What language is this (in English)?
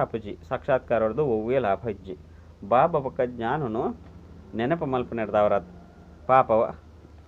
Tulu